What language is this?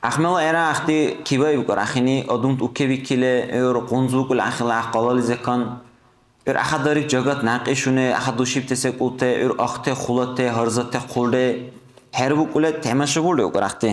Dargwa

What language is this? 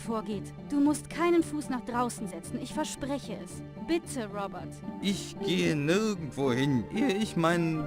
Bavarian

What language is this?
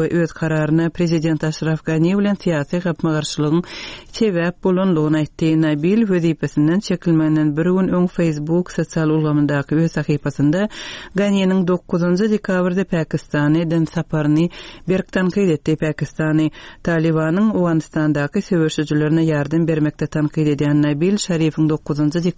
Turkmen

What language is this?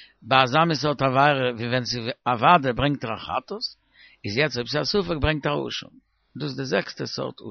Yiddish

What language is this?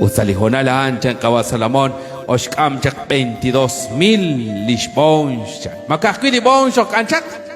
Kekchí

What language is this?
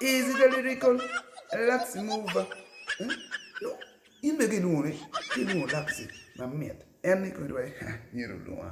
Acoli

